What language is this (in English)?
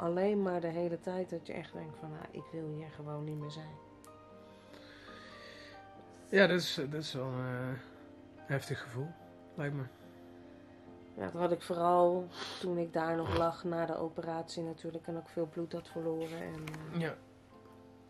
Dutch